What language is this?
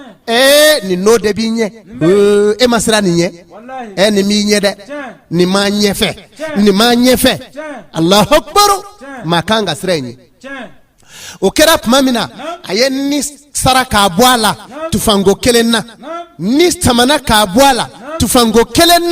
Bambara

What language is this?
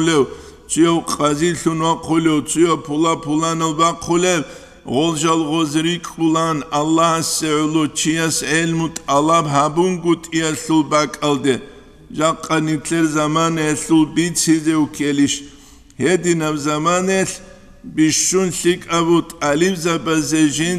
Avaric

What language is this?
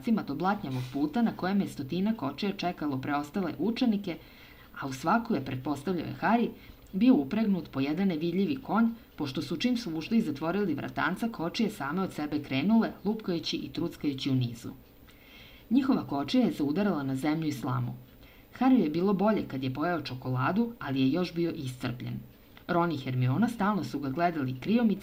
Serbian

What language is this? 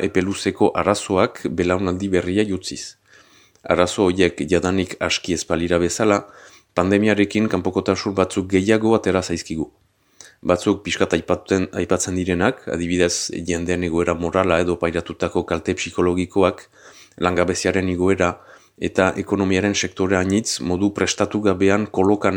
Basque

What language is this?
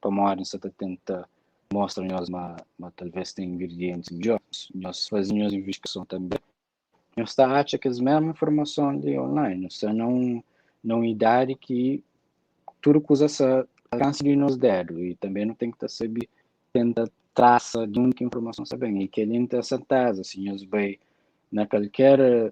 Kabuverdianu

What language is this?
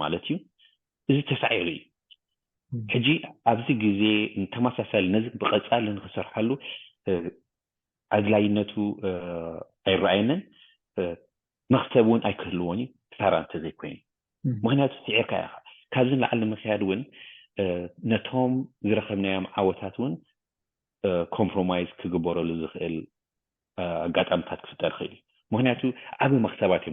Tigrinya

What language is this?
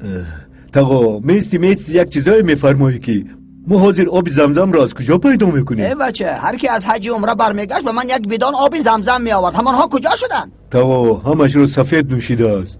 Tajik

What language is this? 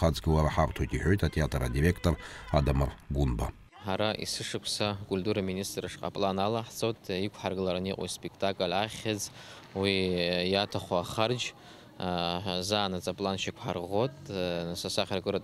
Abkhazian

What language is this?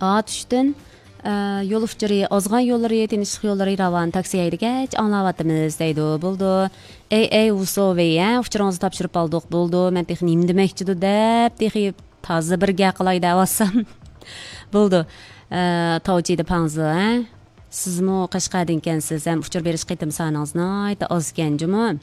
Uyghur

